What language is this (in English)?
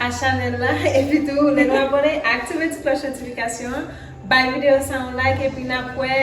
Haitian Creole